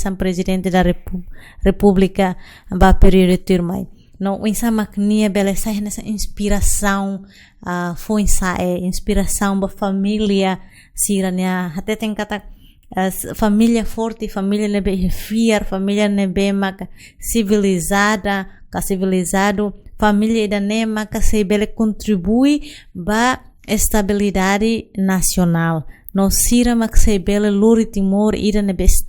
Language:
Tetum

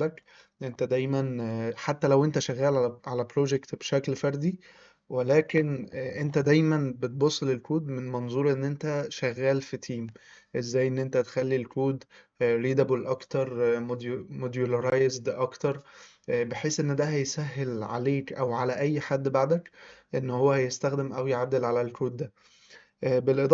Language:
Egyptian Arabic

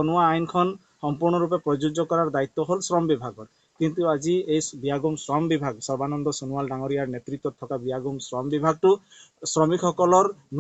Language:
Assamese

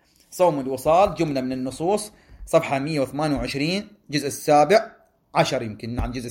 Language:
Arabic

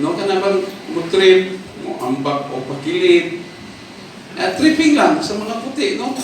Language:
Cebuano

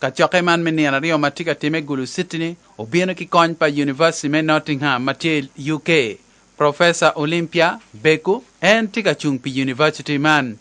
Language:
Acoli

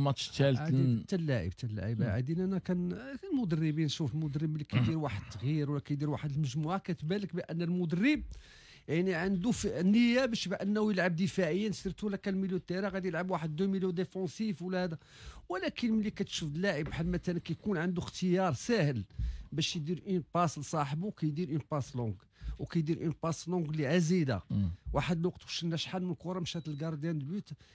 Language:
Moroccan Arabic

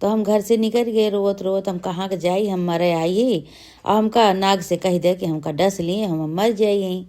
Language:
Awadhi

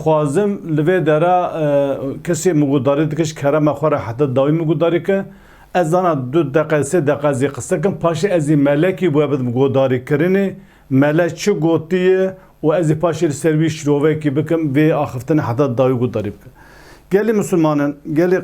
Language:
Kurdish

